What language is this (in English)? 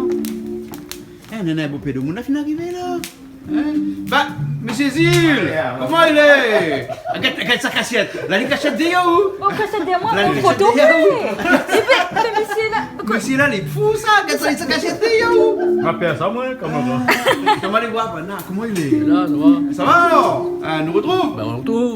Réunion Creole French